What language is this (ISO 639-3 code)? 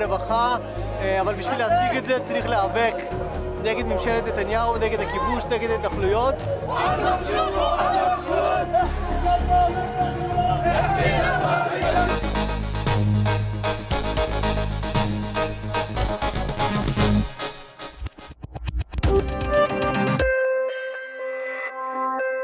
heb